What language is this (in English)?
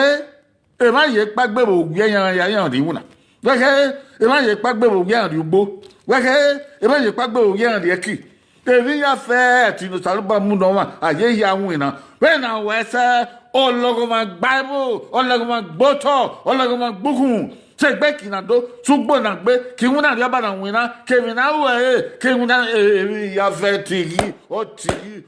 Bini